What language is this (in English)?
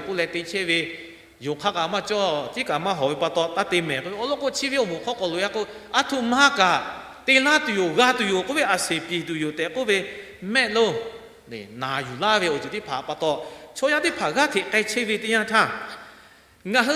Lahu